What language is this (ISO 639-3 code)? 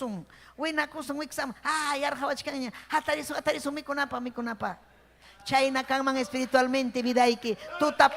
quy